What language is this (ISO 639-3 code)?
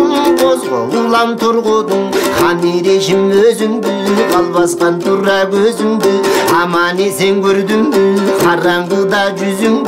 kir